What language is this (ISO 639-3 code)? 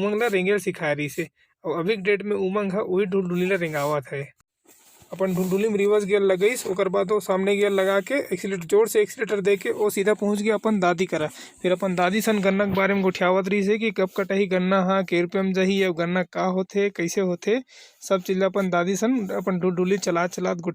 hne